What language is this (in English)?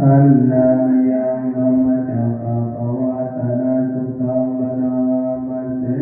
Pali